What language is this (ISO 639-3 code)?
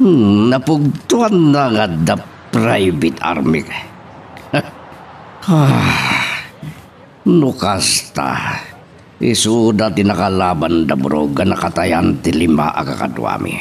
ilo